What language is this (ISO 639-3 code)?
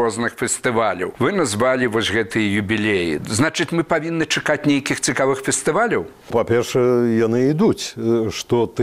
bel